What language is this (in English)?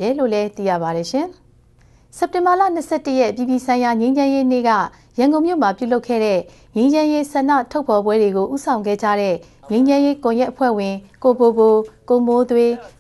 Burmese